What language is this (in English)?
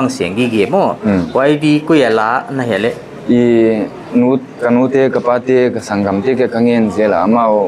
Paite Chin